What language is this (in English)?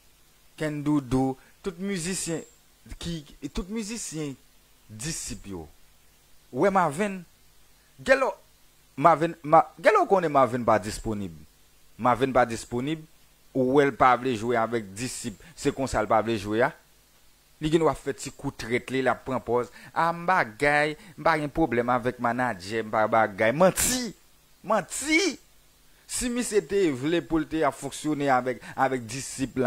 Haitian Creole